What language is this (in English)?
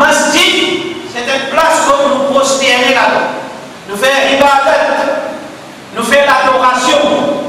Morisyen